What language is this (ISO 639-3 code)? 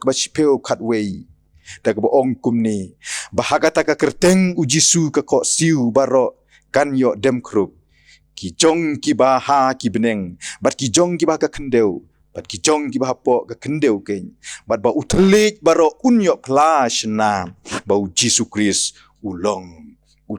kha